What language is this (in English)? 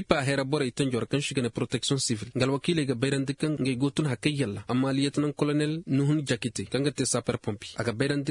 Koyraboro Senni